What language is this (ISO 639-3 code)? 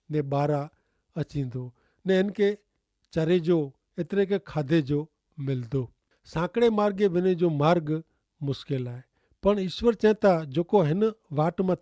kfr